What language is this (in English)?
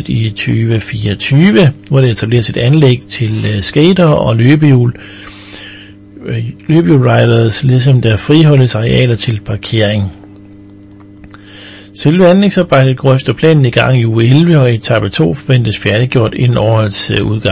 Danish